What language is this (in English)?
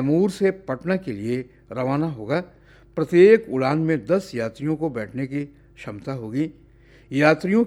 Hindi